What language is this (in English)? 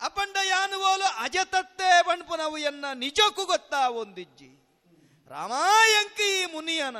Tulu